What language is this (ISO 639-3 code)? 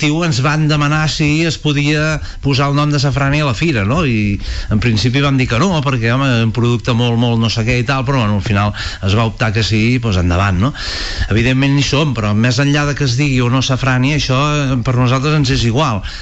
cat